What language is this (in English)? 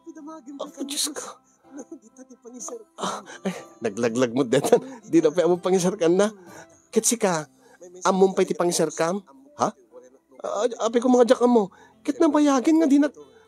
Iloko